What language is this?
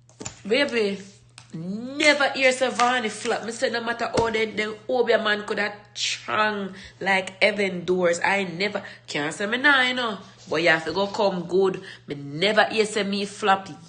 Jamaican Creole English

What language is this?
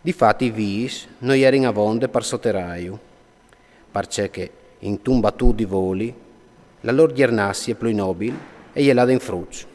Friulian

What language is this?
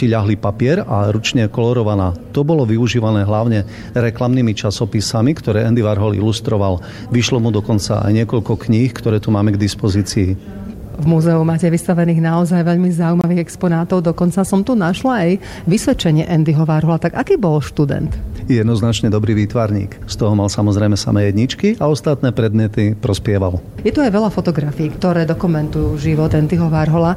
Slovak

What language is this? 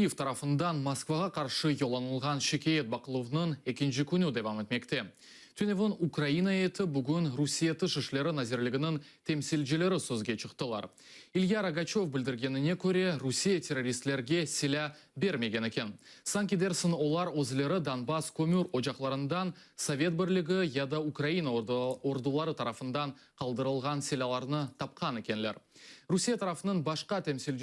Crimean Tatar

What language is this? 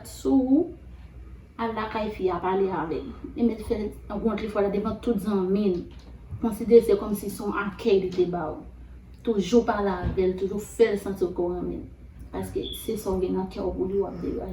Haitian Creole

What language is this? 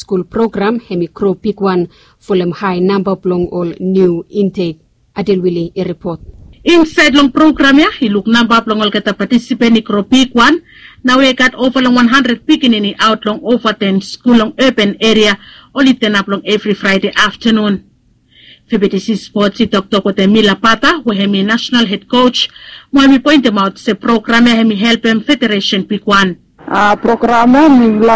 Bislama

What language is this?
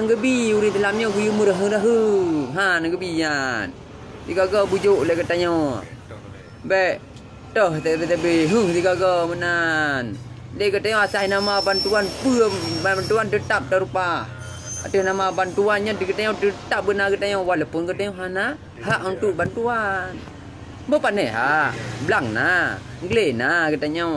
Achinese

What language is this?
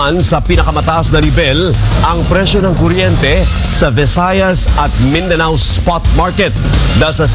Filipino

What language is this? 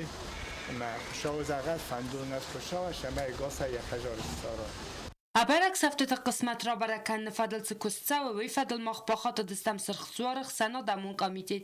Ossetic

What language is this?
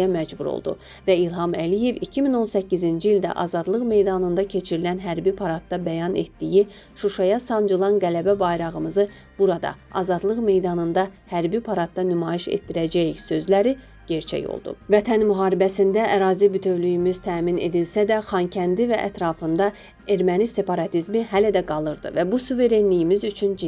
Azerbaijani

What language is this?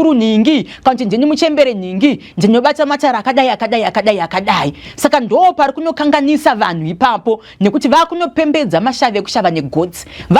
Shona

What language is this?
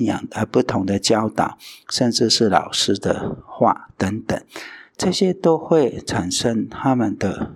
Chinese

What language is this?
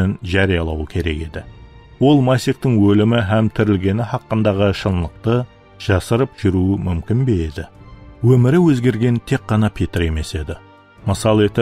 Kara-Kalpak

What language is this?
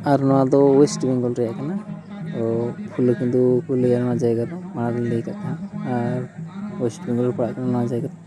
Santali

